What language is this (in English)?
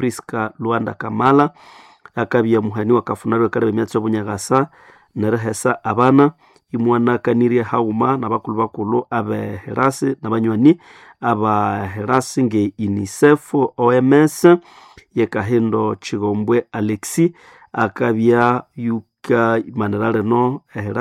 Nande